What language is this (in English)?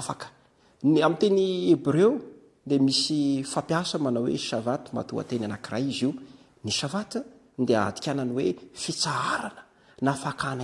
Malagasy